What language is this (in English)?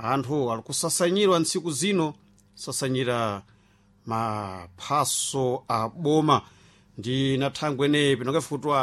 Sena